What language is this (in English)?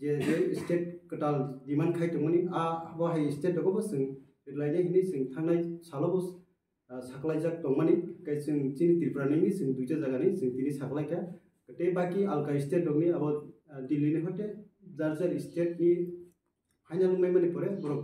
Kok Borok